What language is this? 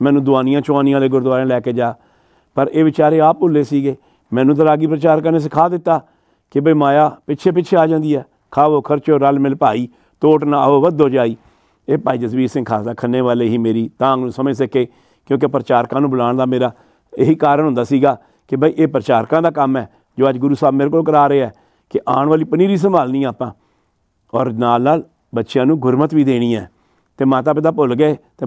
Punjabi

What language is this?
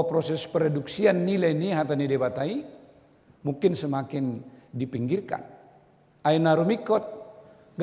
Batak Toba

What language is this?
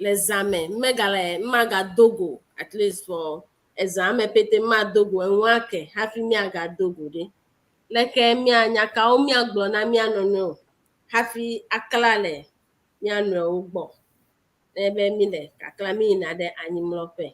Ewe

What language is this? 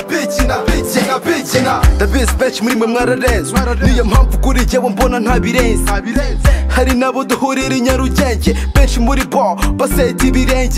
Kinyarwanda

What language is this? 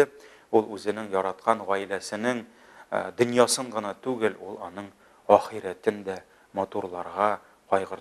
Tatar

